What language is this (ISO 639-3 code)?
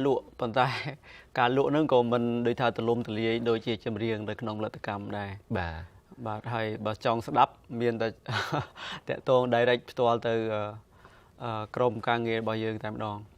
khm